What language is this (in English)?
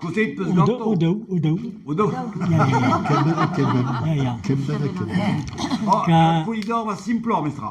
Breton